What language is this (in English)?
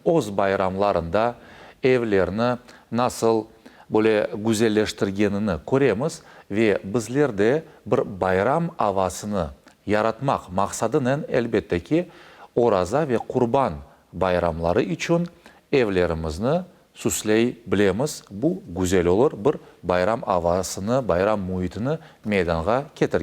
Crimean Tatar